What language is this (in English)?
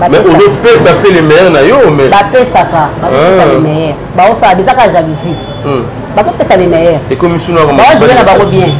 Lingala